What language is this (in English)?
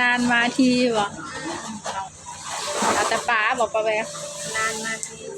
Lao